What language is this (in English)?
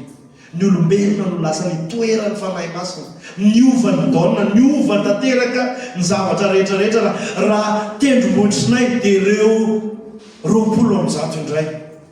Malagasy